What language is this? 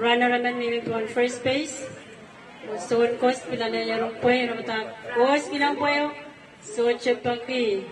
Pohnpeian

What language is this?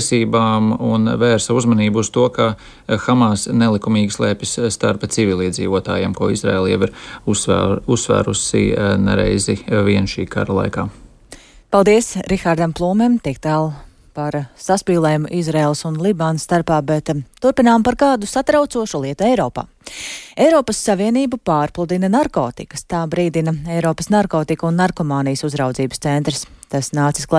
Latvian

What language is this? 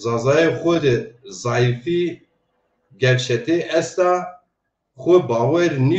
Zaza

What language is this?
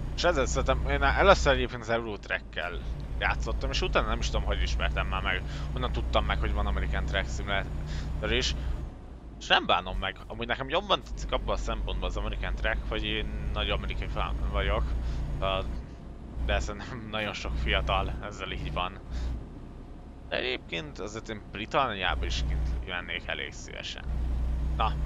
Hungarian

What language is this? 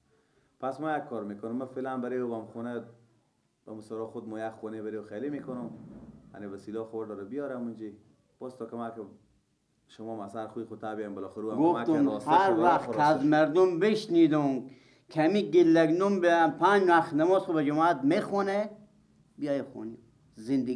Persian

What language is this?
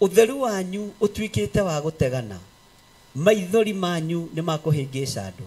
Kikuyu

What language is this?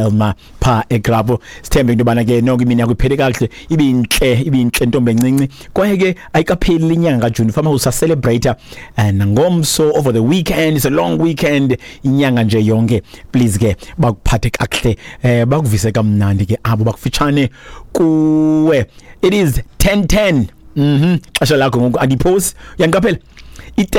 Xhosa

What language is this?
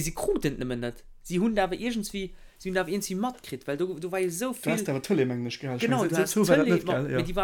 Luxembourgish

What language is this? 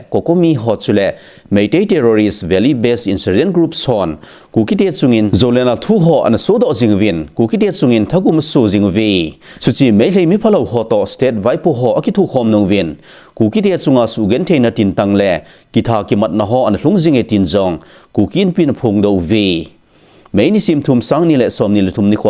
Thado Chin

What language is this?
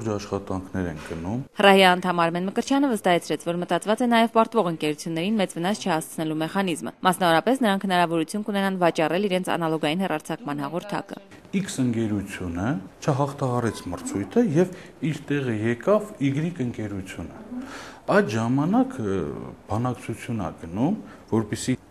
Armenian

